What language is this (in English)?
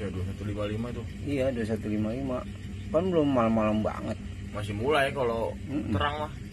Betawi